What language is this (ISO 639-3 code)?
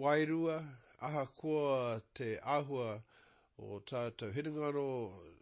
mri